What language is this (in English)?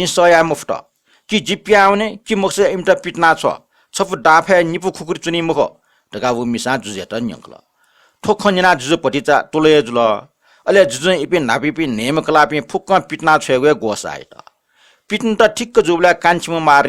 Newari